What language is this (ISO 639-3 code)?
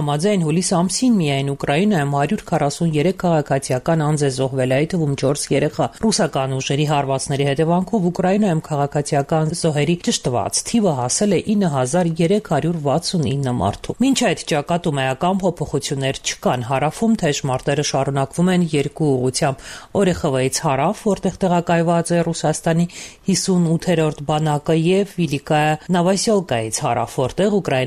hye